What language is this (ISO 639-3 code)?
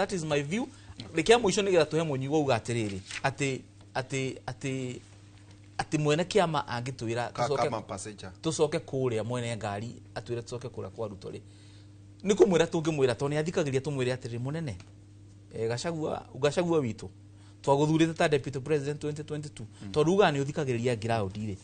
kik